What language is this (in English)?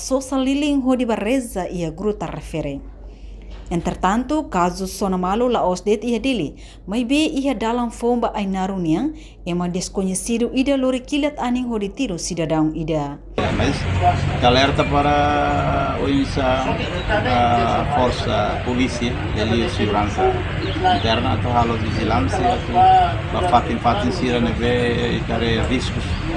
Tetum